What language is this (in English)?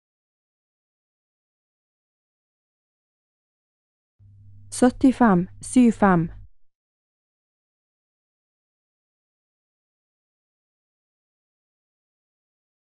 Norwegian